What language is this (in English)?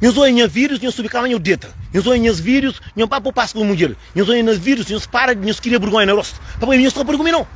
Kabuverdianu